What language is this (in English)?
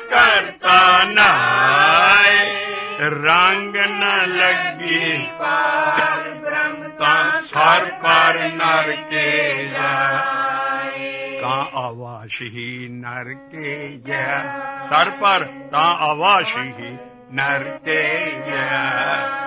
Punjabi